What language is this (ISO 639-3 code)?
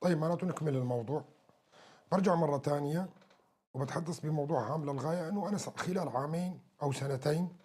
apc